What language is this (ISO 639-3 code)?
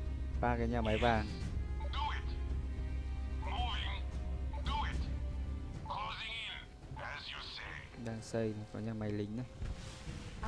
vie